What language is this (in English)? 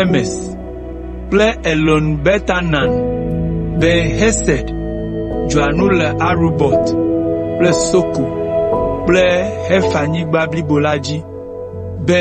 Ewe